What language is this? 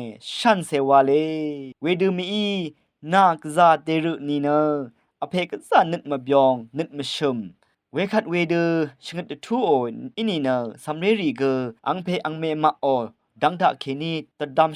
Rawang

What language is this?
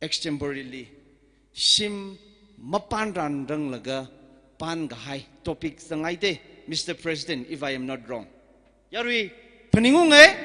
Tangkhul Naga (India)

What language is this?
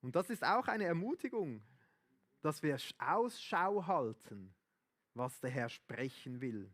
Swiss German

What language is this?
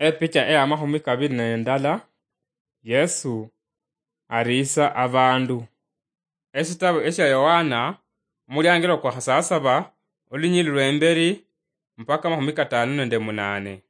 Luyia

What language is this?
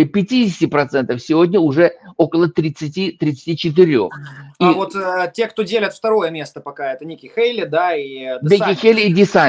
Russian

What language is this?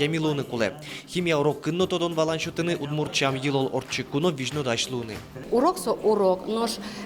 Udmurt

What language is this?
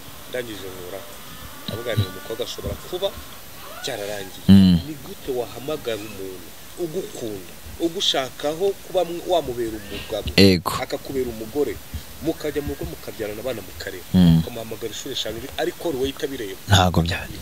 Kinyarwanda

